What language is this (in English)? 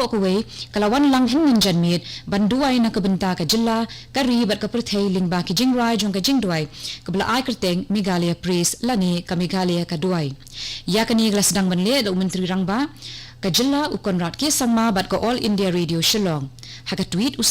Khasi